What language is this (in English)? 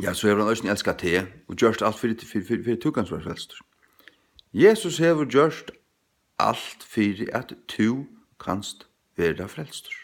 Faroese